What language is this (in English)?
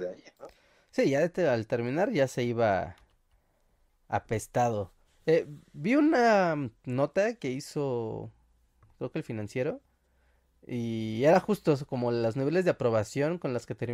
Spanish